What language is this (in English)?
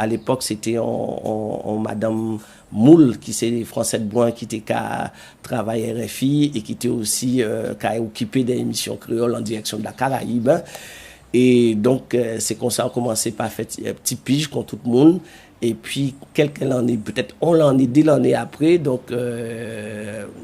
Guadeloupean Creole French